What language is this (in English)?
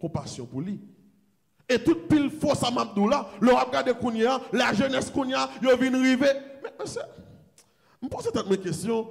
Haitian Creole